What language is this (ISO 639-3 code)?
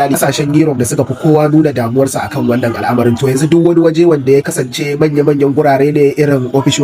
hau